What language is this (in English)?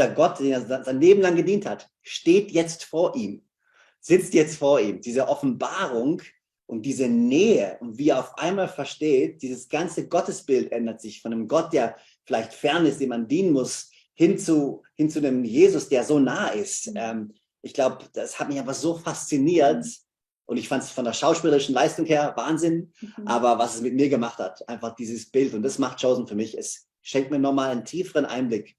Swiss German